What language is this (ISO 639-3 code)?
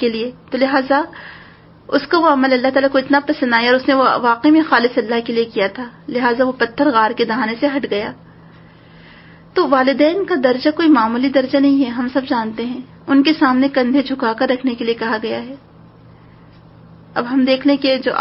urd